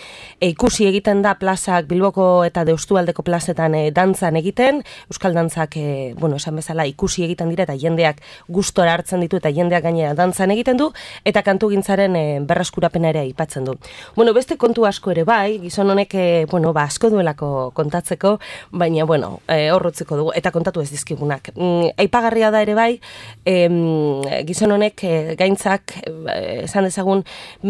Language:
Basque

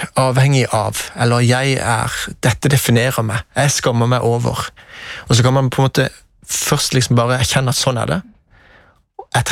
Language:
Norwegian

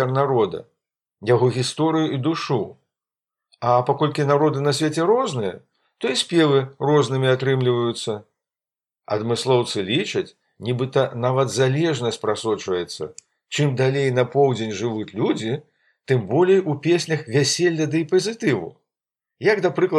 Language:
Belarusian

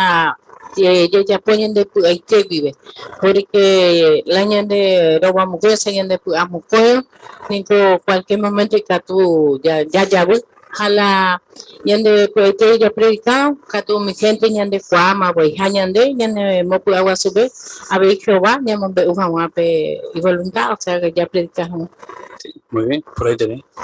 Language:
Guarani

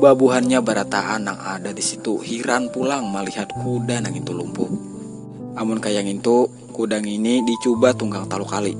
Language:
Banjar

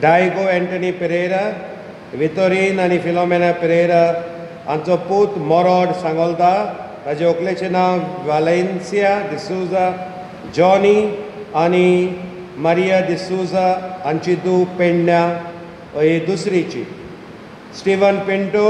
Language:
Konkani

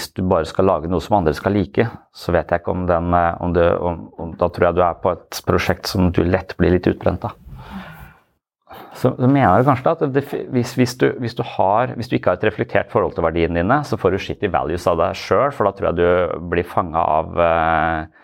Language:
Norwegian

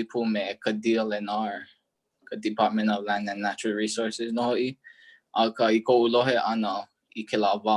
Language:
Hawaiian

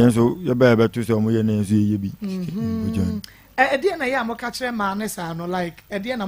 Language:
Akan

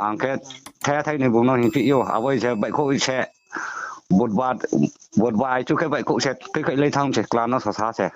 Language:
Riang (India)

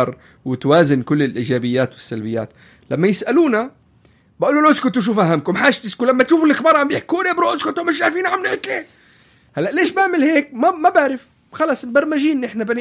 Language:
North Levantine Arabic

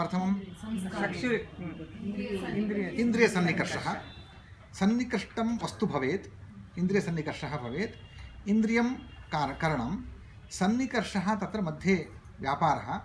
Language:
Sanskrit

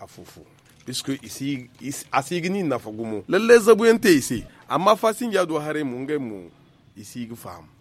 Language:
Zarma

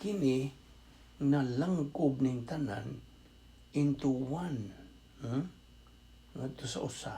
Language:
Cebuano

